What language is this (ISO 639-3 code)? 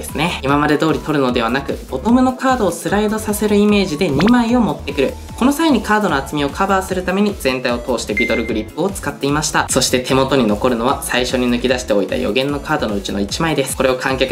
jpn